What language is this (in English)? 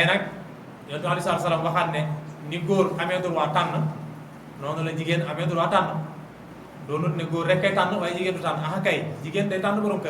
Wolof